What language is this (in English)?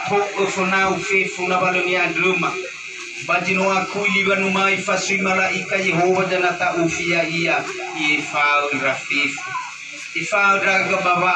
Nias